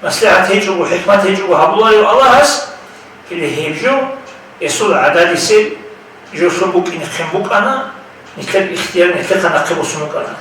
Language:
Avaric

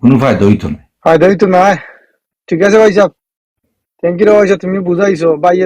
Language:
Sylheti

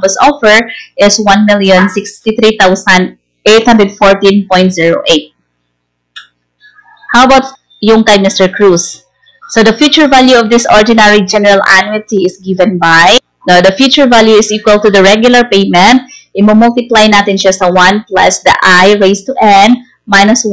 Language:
Filipino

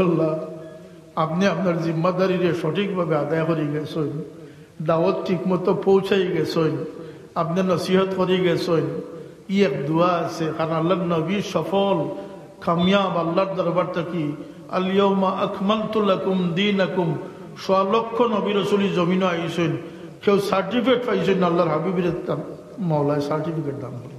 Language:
Sylheti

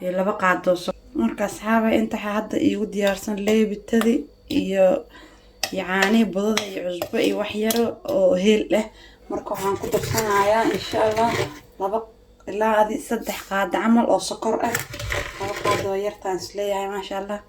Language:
Somali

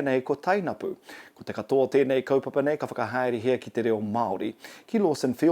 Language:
Māori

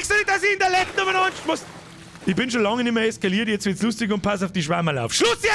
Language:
Bavarian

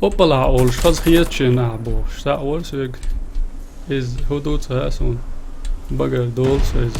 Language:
Chechen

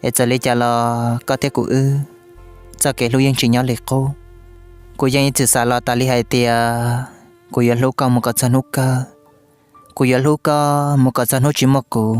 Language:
Hmong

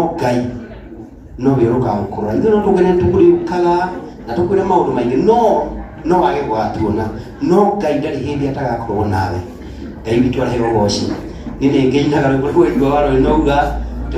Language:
Kikuyu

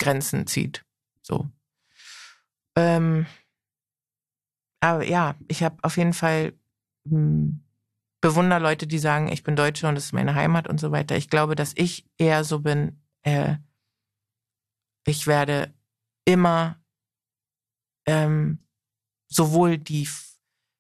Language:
German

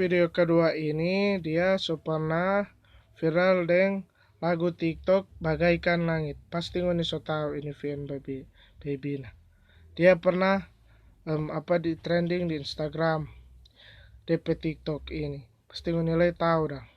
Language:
Manado Malay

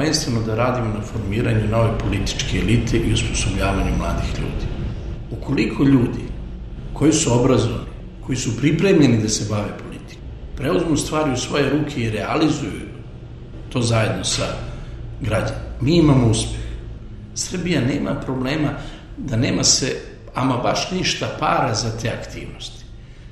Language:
Serbian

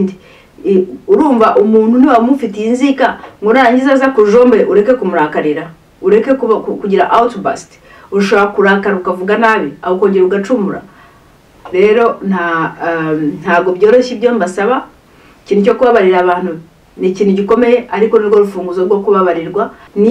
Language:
Kinyarwanda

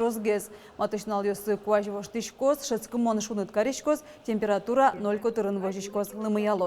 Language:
Udmurt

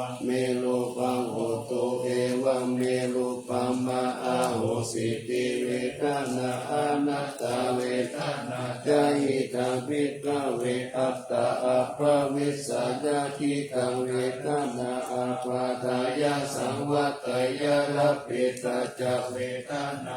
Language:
Pali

